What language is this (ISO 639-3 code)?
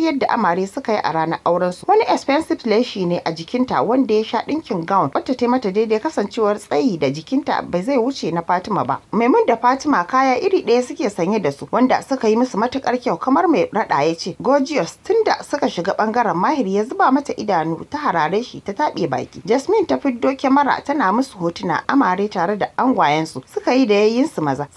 hau